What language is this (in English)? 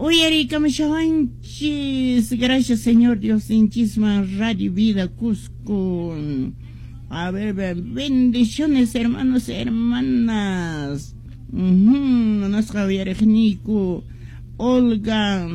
Quechua